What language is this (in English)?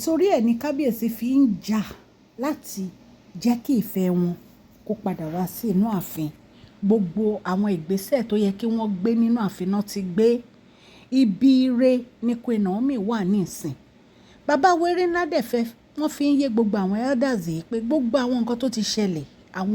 Yoruba